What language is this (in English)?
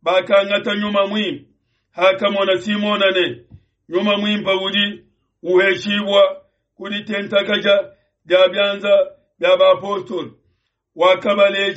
Luba-Lulua